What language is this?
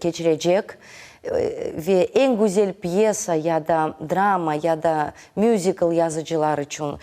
Crimean Tatar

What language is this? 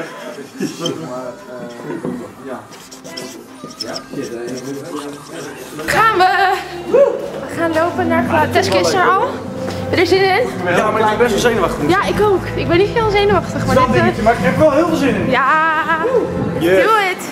Dutch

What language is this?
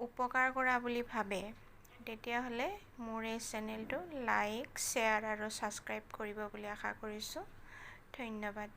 Assamese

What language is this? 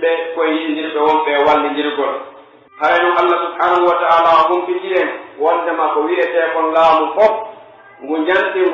Pular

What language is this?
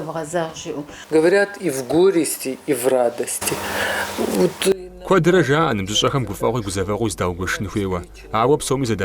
Kabardian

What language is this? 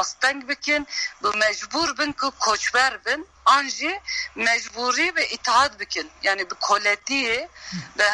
Kurdish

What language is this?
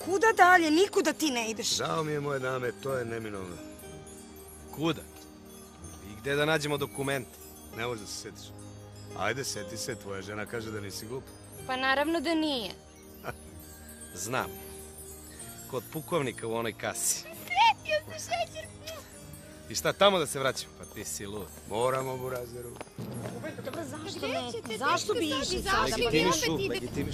Serbian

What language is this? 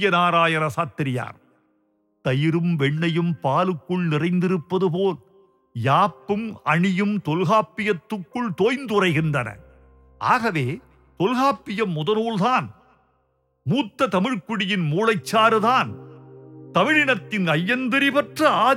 Tamil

